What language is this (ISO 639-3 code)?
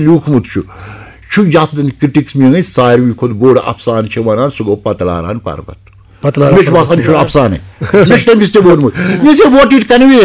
kas